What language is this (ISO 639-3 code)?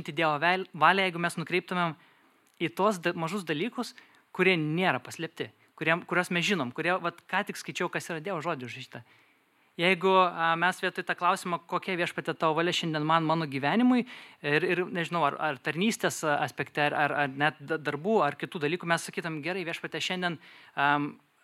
lit